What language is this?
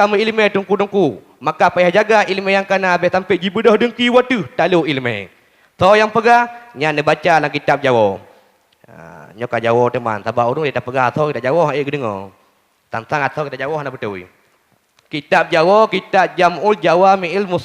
Achinese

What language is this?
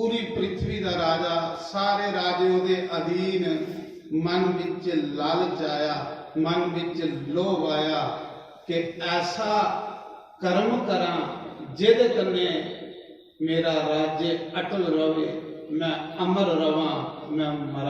Dogri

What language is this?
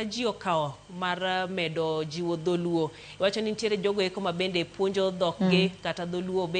Luo (Kenya and Tanzania)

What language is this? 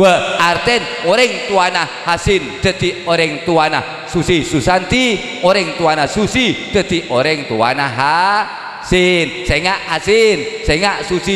Madurese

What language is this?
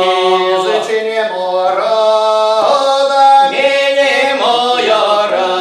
Erzya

